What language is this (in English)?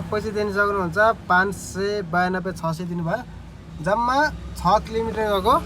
Nepali